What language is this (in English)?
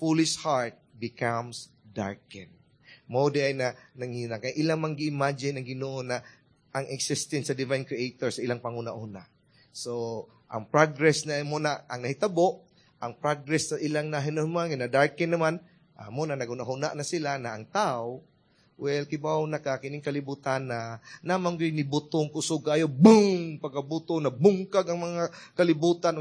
Cebuano